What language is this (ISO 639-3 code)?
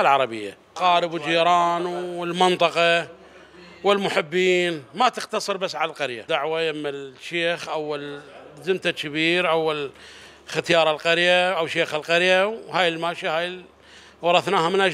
acm